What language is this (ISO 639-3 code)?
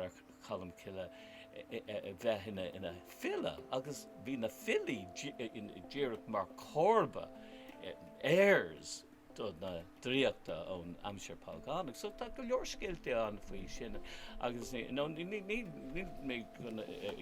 gle